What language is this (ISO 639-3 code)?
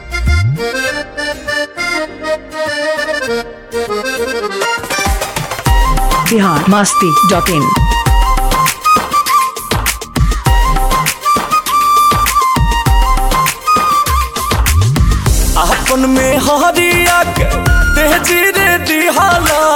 bho